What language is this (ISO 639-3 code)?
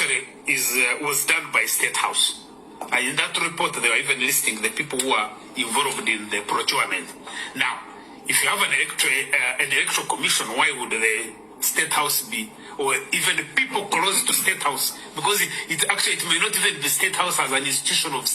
lug